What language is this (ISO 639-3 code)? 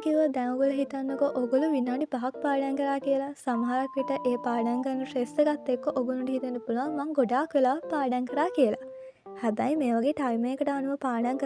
sin